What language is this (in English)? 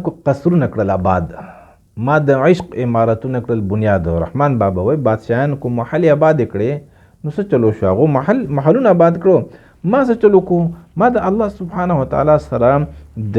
Pashto